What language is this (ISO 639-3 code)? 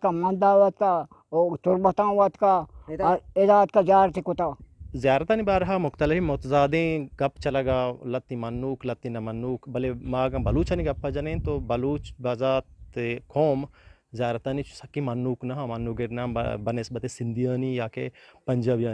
bgp